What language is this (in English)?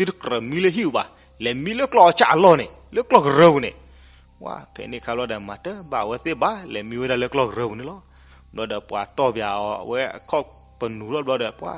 S'gaw Karen